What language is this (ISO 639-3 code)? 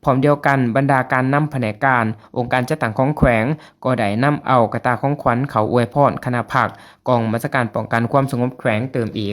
lao